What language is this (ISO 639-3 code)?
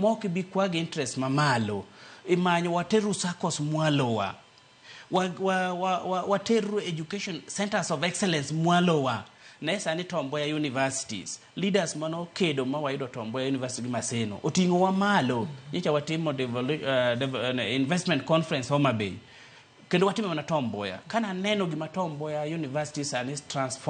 luo